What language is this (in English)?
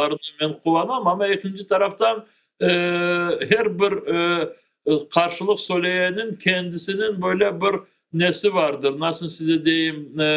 Crimean Tatar